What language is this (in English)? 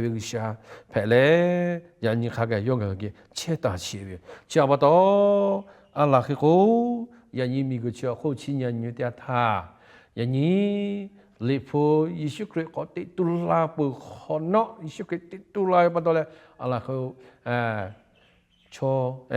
Lahu